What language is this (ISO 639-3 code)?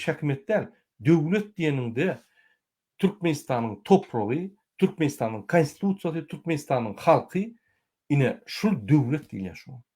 tuk